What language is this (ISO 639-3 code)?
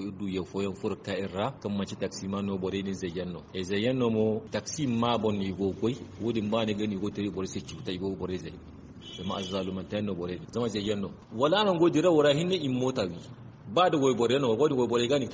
dje